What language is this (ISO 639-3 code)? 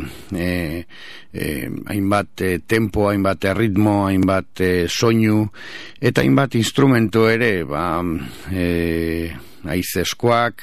eus